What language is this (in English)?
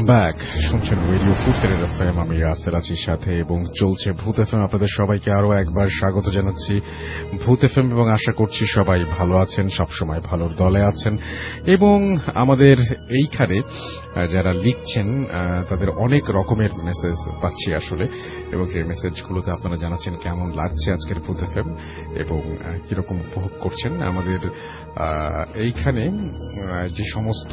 Bangla